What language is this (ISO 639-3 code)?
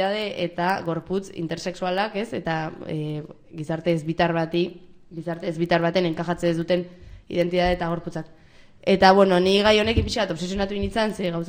eus